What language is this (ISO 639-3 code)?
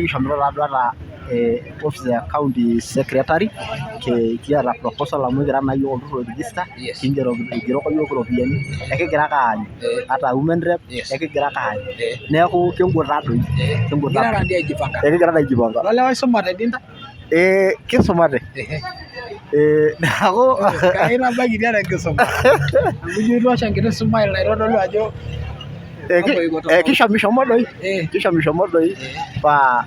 mas